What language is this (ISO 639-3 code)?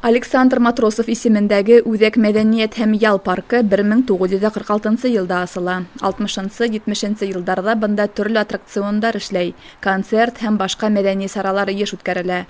bak